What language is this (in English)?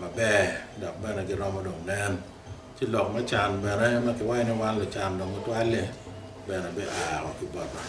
Acoli